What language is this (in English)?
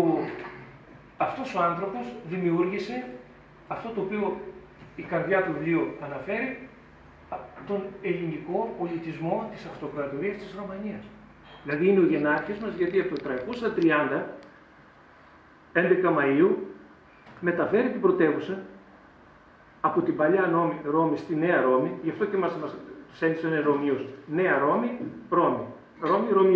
Greek